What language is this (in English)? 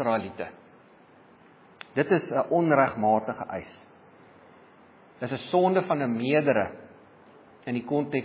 Afrikaans